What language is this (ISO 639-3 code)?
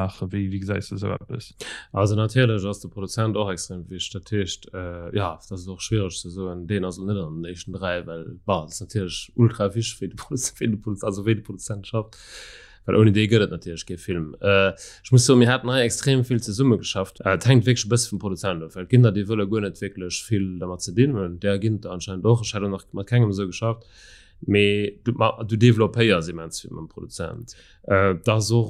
ltz